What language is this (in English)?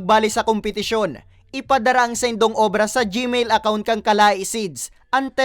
Bikol